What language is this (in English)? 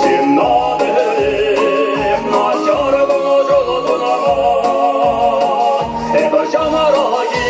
Chuvash